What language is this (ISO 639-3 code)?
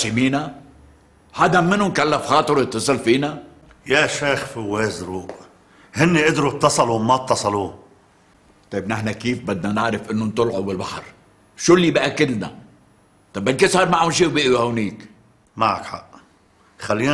apc